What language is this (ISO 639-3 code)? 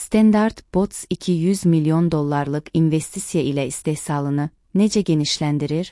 aze